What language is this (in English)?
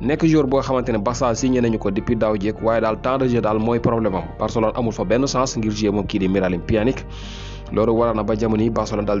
Wolof